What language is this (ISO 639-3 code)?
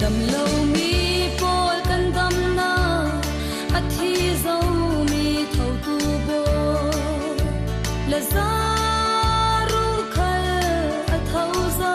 cfm